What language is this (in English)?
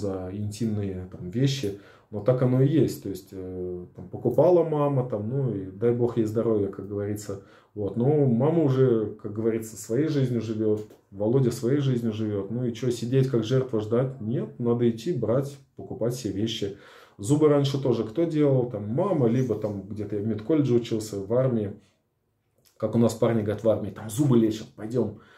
Russian